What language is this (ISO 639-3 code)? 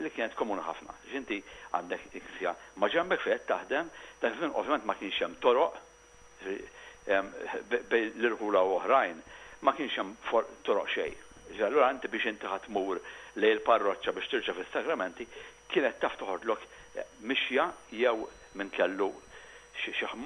mlt